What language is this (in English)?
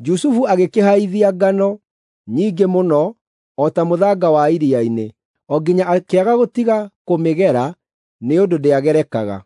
Kikuyu